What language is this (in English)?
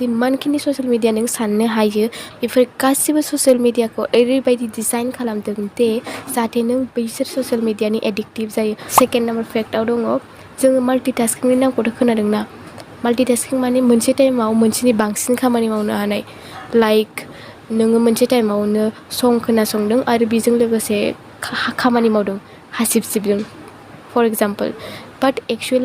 Bodo